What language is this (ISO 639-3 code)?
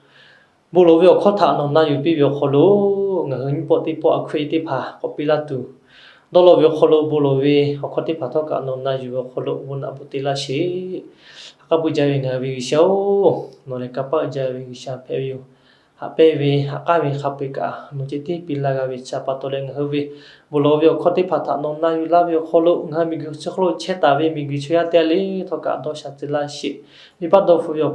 lhu